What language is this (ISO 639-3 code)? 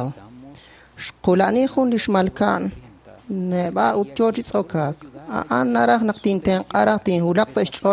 kek